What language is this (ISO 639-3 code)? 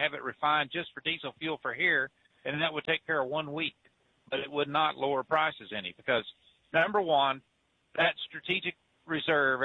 eng